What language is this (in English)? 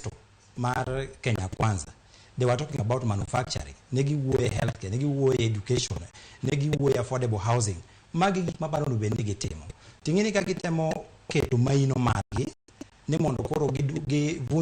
Luo (Kenya and Tanzania)